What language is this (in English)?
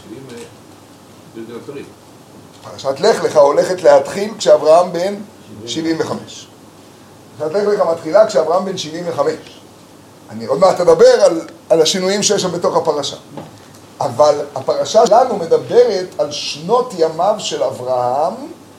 Hebrew